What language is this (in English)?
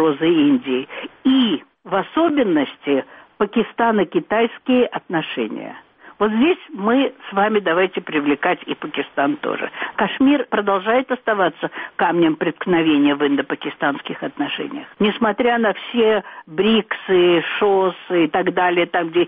Russian